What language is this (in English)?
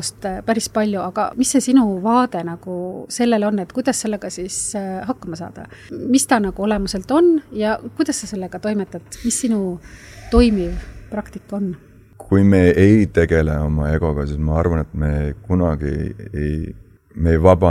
Estonian